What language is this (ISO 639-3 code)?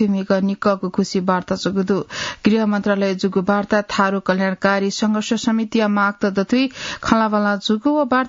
new